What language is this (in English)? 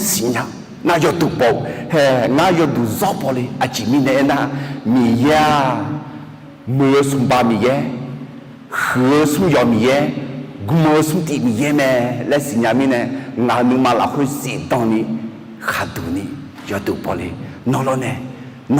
Akha